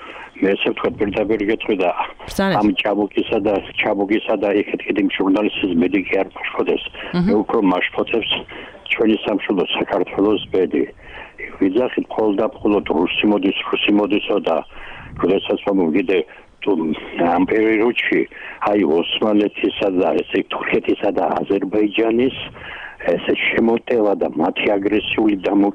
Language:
Georgian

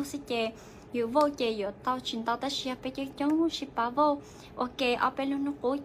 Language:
Hmong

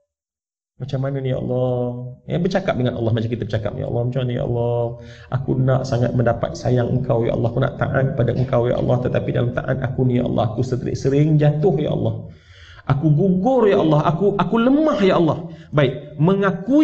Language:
Malay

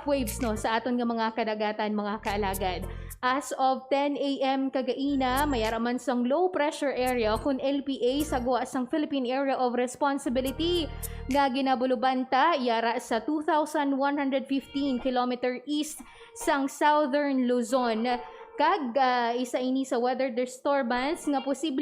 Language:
Hiligaynon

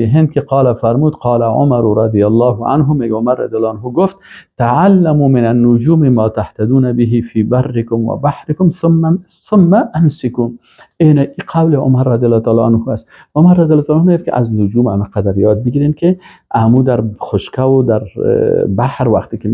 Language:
Persian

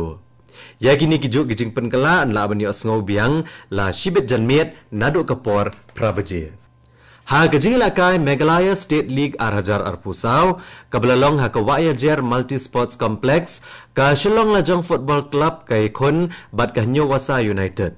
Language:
Khasi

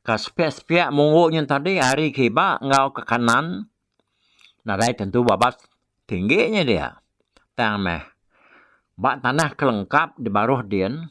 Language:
Iban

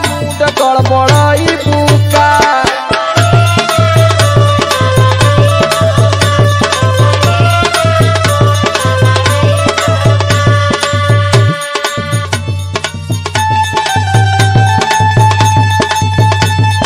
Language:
Bhojpuri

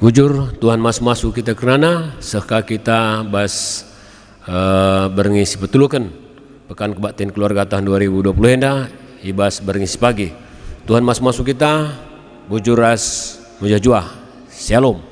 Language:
Batak Karo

